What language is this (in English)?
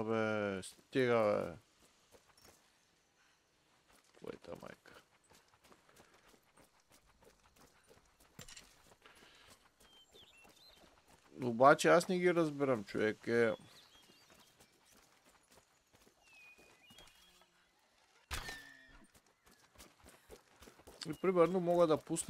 Bulgarian